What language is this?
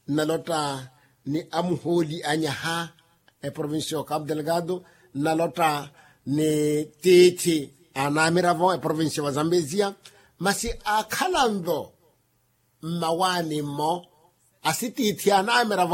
Makhuwa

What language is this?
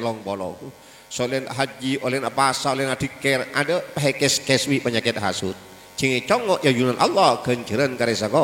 Madurese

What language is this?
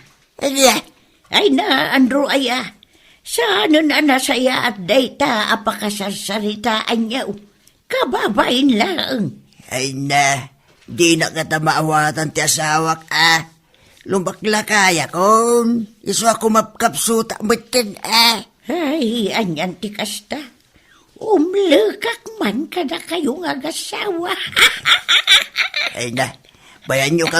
Iloko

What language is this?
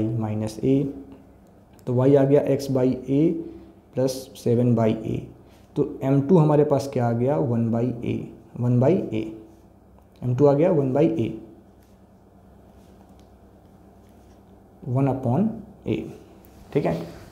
Hindi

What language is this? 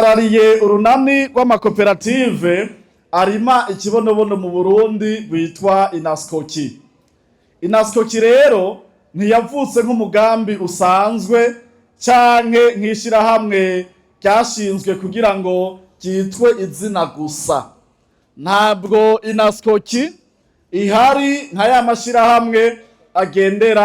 Rundi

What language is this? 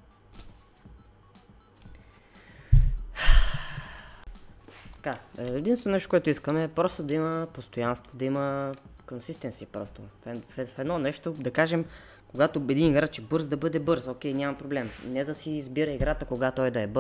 Bulgarian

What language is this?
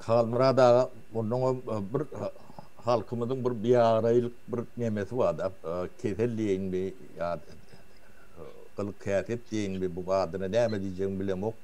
Turkmen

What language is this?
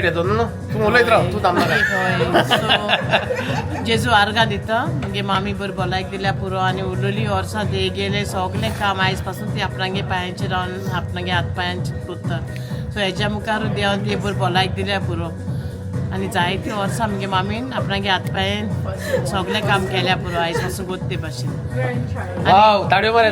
Konkani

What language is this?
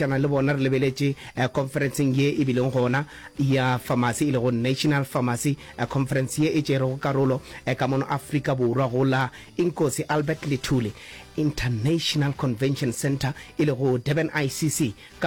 Northern Sotho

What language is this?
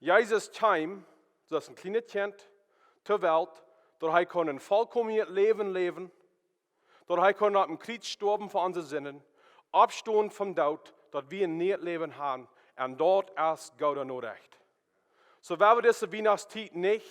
Plautdietsch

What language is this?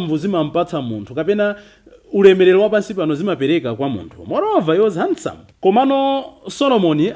Nyanja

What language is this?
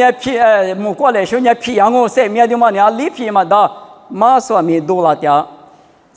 Lisu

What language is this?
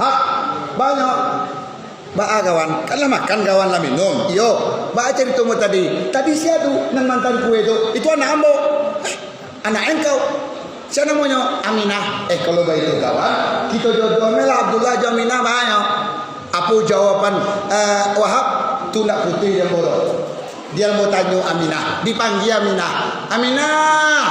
Minangkabau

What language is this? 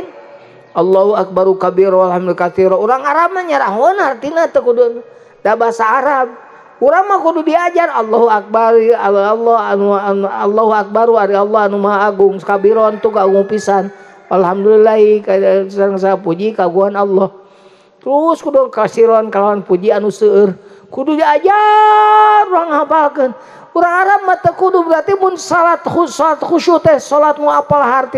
Sundanese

